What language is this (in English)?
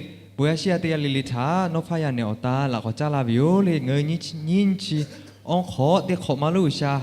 Lahu